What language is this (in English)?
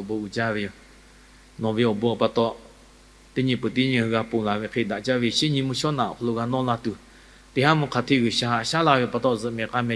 Lahu